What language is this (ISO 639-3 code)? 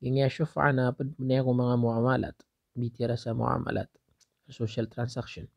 mrw